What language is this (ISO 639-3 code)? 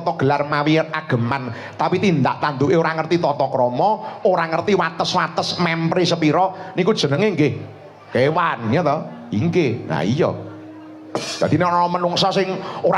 jav